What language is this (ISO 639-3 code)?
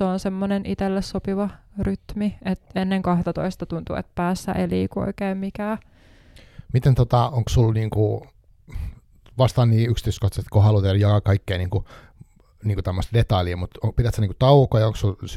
fin